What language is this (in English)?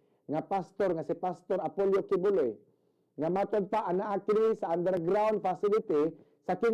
Cebuano